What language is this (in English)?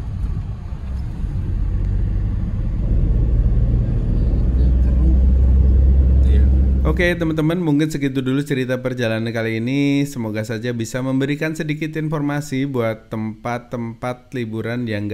Indonesian